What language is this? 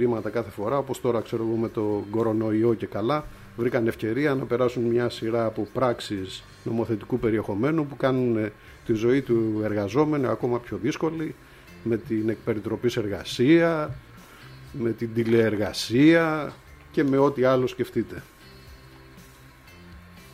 Greek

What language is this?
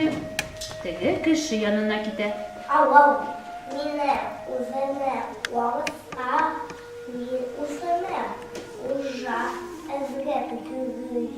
Bashkir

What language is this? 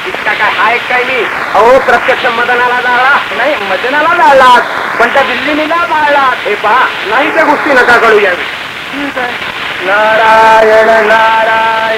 Marathi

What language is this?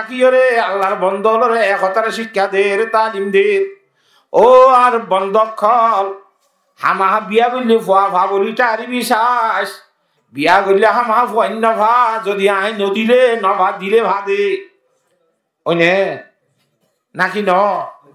Rohingya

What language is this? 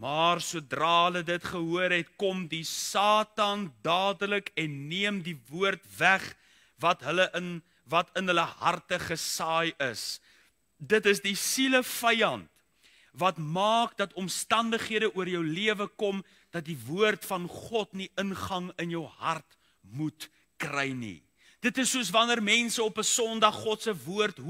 Afrikaans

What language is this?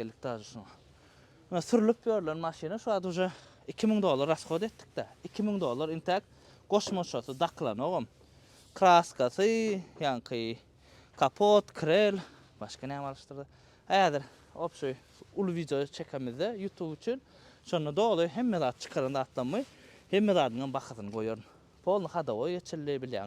Turkmen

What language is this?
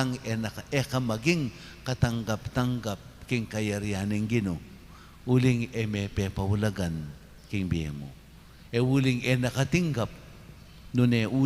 Pampanga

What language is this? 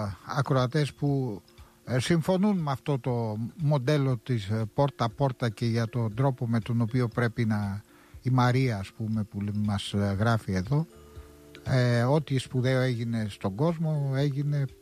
Greek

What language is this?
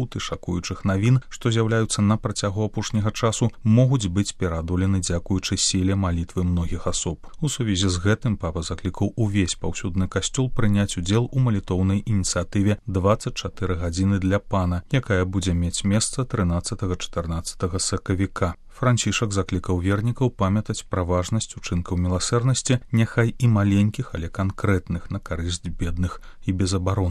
Belarusian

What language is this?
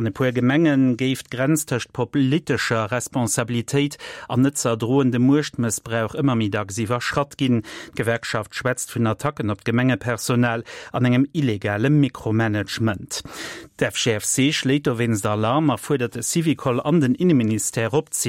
Luxembourgish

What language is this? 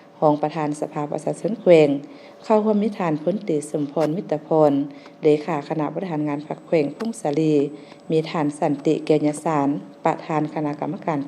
Lao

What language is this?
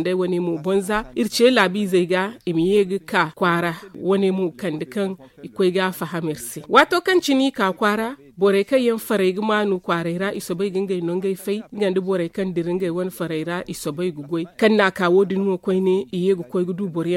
Zarma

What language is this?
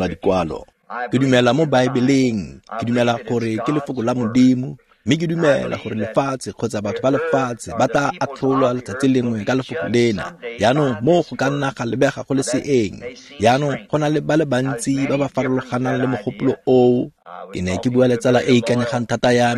Tswana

